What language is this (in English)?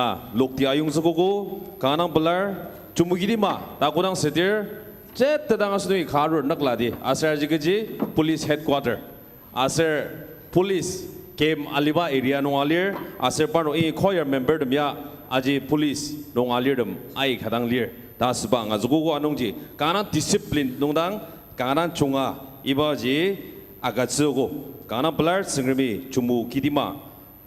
Ao Naga